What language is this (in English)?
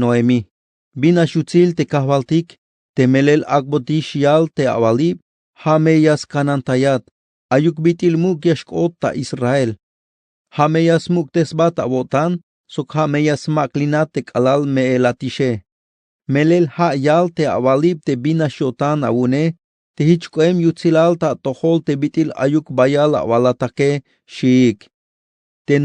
Tzeltal